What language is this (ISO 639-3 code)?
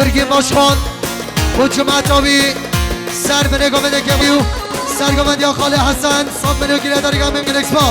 kur